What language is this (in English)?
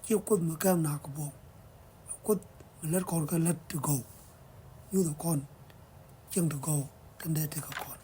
Nuer